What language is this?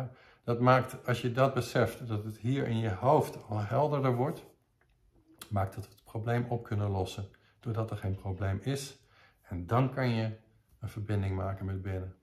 Dutch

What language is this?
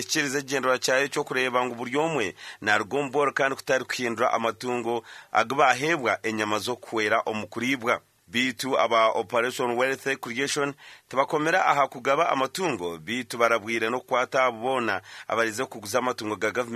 Nyankole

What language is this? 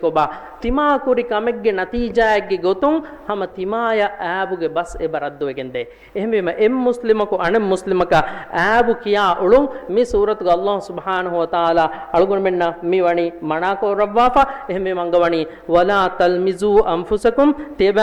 Divehi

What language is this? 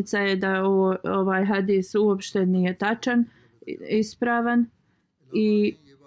Bosnian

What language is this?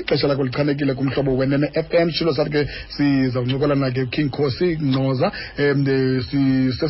Xhosa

